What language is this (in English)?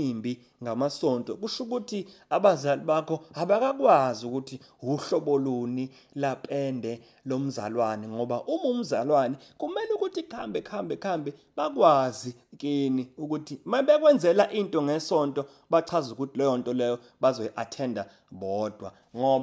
Zulu